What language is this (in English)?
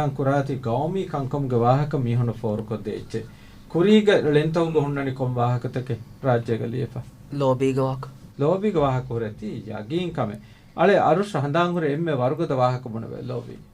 Divehi